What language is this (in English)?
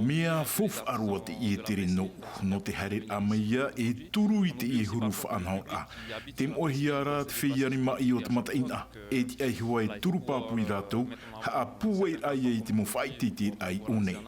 Tahitian